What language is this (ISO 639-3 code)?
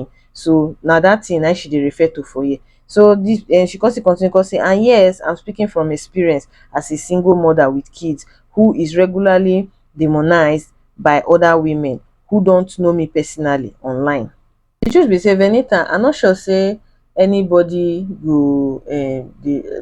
pcm